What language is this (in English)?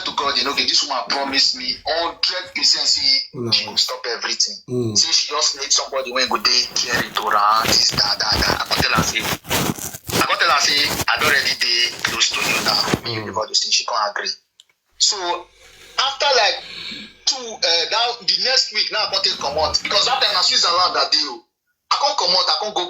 Nigerian Pidgin